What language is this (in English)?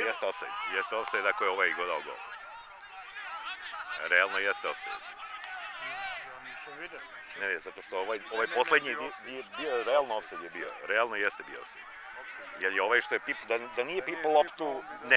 Serbian